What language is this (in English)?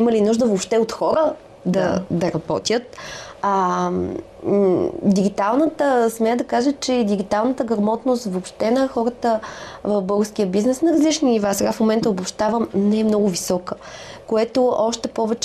Bulgarian